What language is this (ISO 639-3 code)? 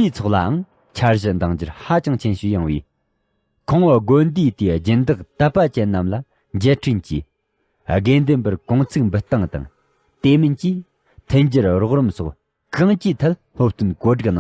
bod